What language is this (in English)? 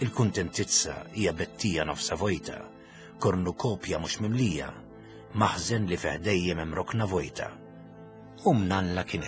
Maltese